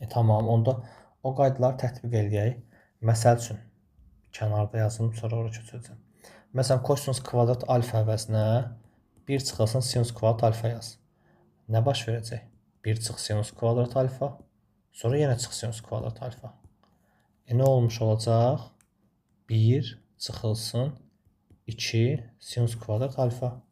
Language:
Azerbaijani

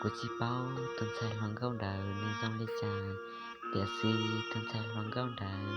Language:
Hmong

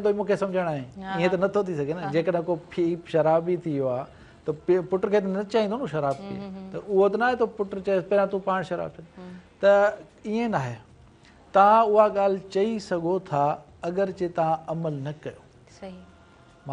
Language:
Sindhi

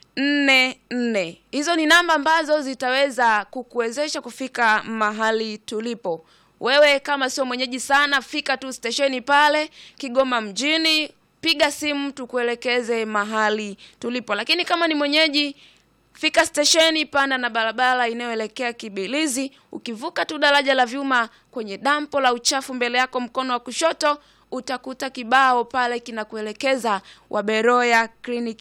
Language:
Swahili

